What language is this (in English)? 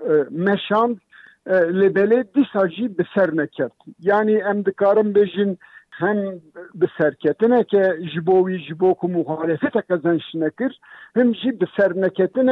Kurdish